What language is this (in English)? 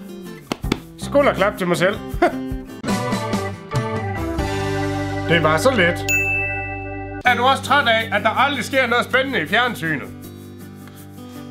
Danish